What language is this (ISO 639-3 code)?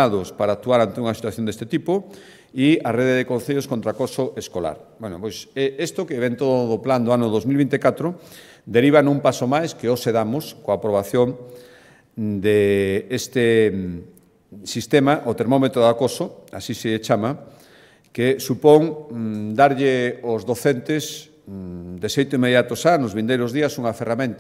glg